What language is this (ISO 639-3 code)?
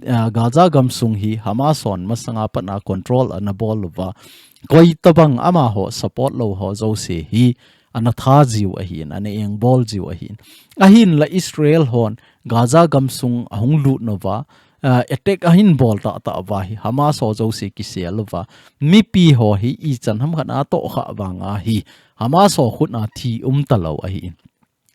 tcz